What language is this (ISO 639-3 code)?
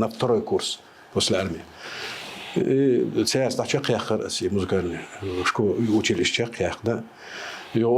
che